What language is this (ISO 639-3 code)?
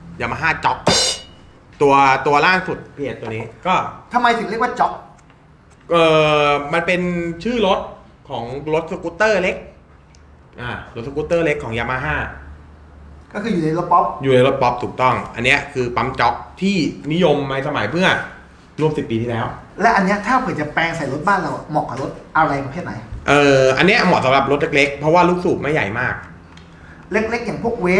tha